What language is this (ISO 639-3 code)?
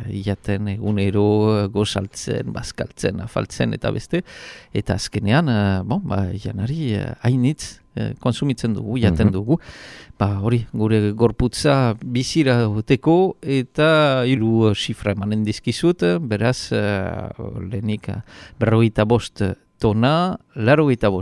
eus